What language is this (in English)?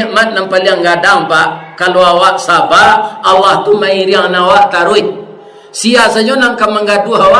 Minangkabau